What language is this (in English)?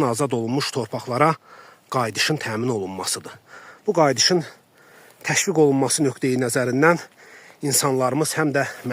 Azerbaijani